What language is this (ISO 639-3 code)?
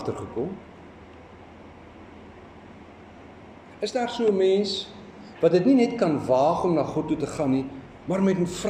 afr